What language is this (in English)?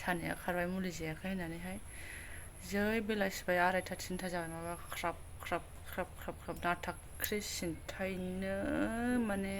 Bodo